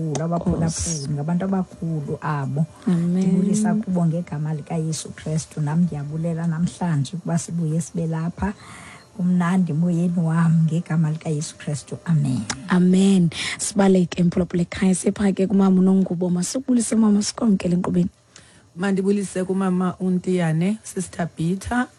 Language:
Xhosa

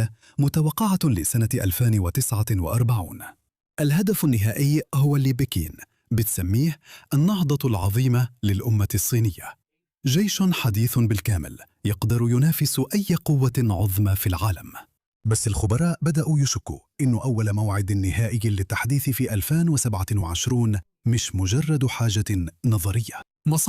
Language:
Egyptian Arabic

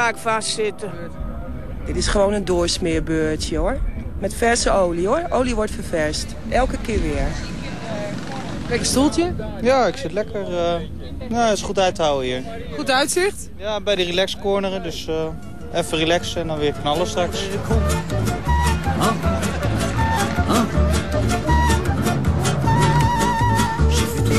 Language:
Dutch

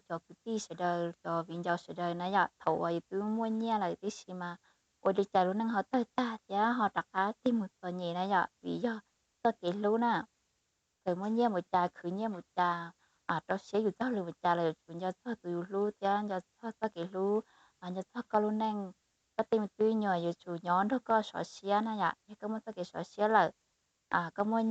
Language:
Hmong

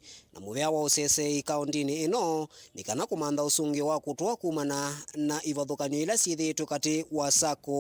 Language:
Kamba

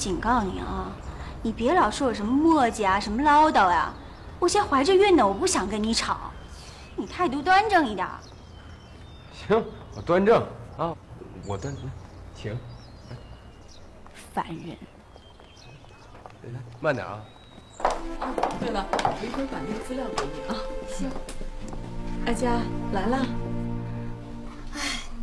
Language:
Chinese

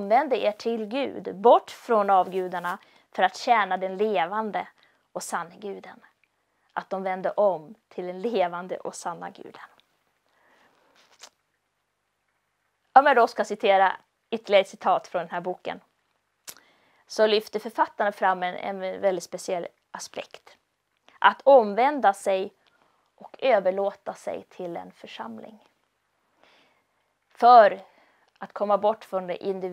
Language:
Swedish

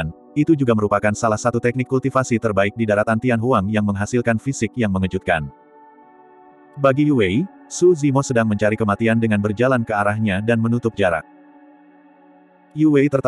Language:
Indonesian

